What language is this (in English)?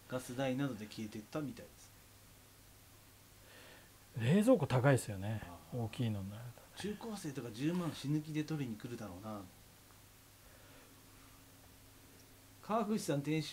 Japanese